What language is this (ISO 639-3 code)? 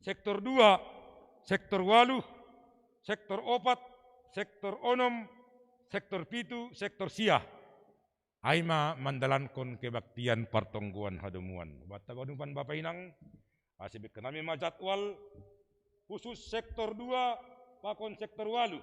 bts